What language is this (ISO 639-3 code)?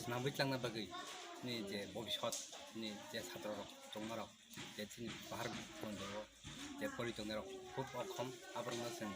trp